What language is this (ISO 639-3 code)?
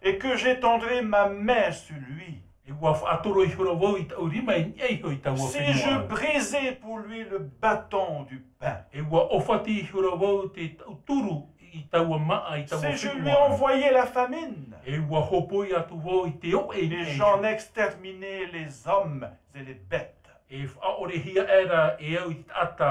tah